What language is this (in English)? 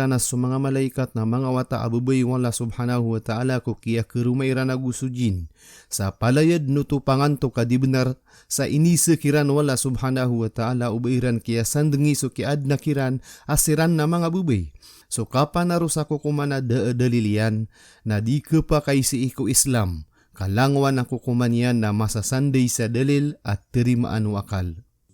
Maranao